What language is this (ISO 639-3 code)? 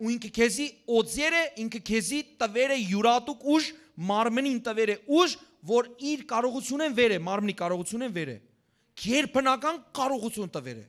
hyw